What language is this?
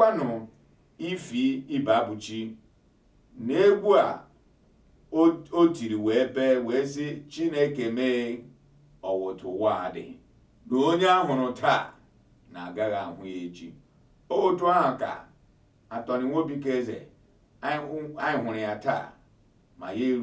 Igbo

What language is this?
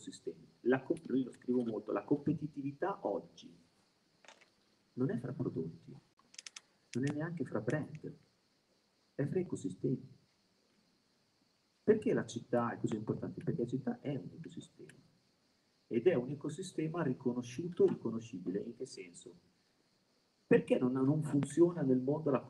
Italian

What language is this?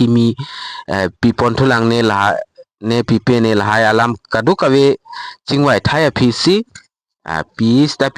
Karbi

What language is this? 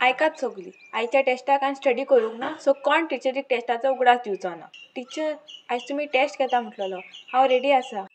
Konkani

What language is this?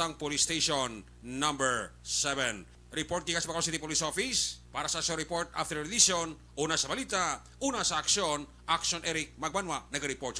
Hiligaynon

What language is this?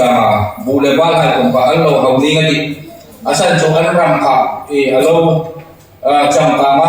Hmar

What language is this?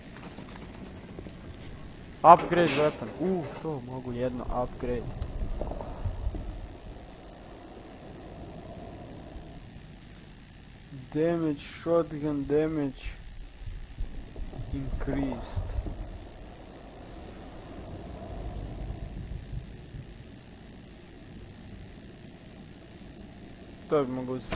Croatian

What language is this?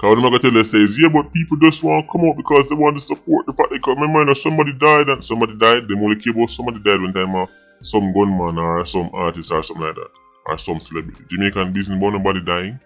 Jamaican Creole English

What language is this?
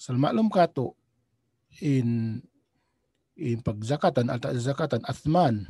Tausug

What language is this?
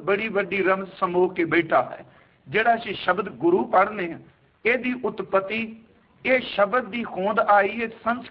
Punjabi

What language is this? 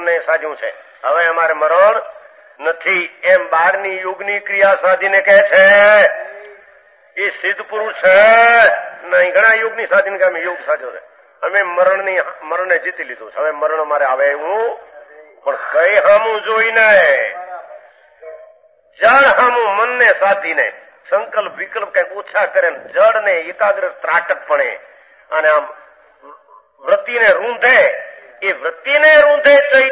Gujarati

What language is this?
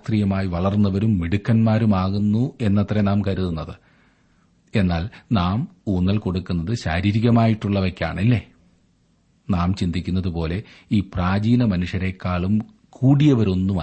Malayalam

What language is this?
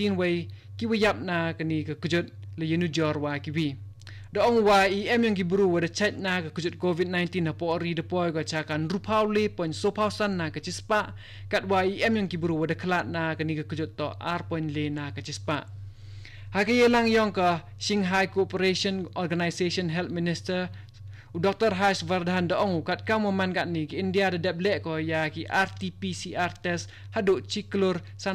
Khasi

